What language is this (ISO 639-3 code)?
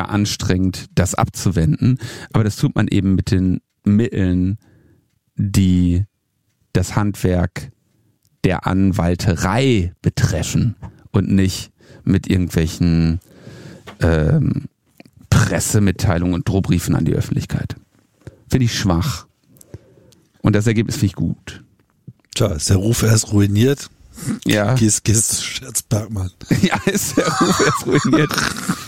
deu